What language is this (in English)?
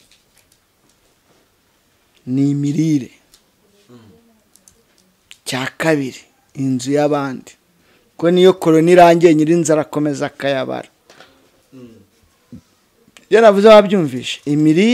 Kinyarwanda